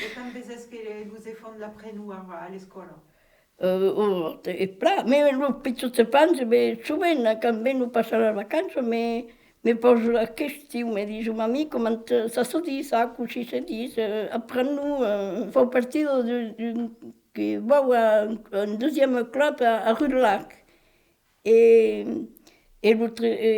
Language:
Occitan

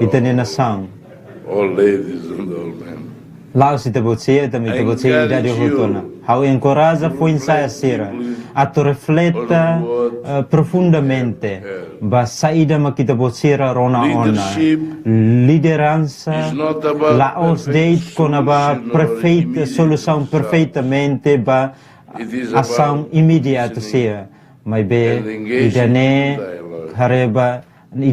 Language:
Tetum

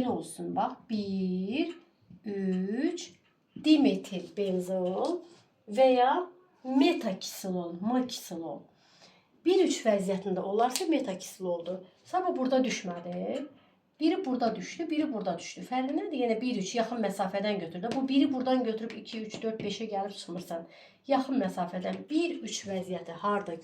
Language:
Azerbaijani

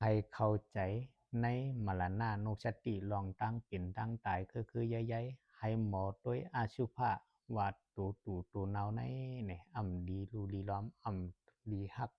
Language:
Shan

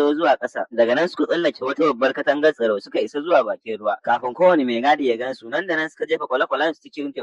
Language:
Hausa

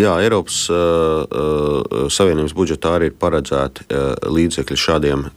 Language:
Latvian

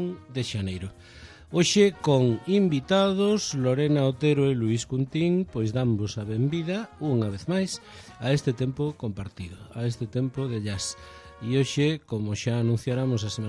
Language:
Galician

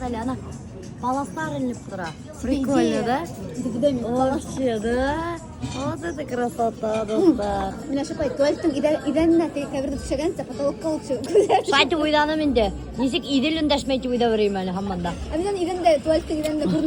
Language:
Bashkir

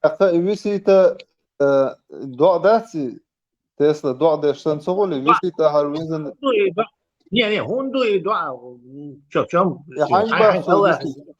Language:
Chechen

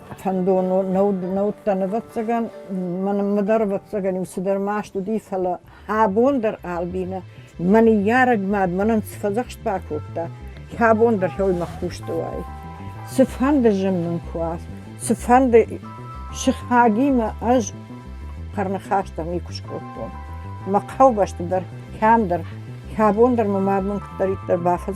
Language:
Ossetic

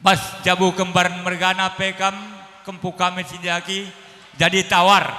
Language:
Batak Karo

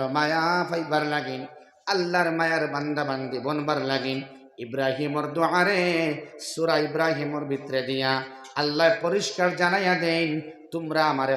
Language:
Sylheti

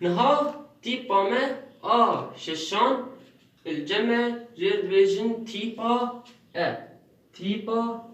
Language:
Kurdish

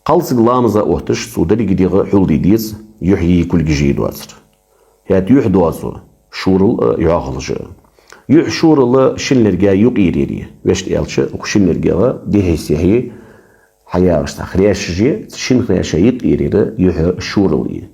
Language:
Ingush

